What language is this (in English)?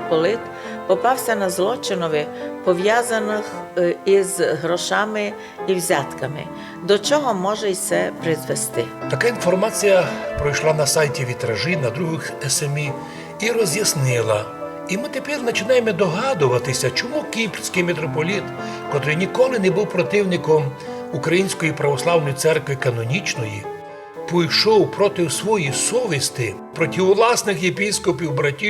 Rusyn